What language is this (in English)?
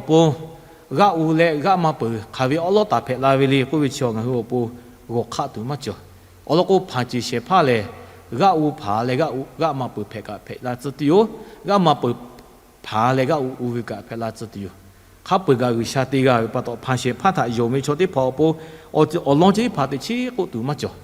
Lahu